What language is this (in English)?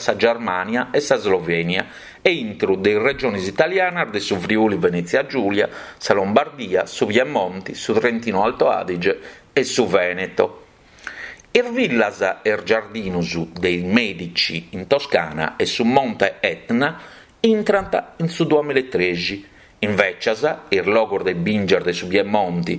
Sardinian